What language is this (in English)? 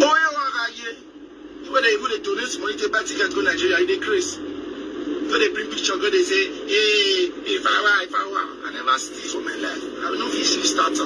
Nigerian Pidgin